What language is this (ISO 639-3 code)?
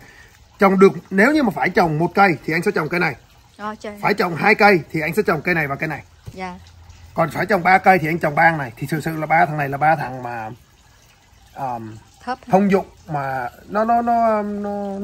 vie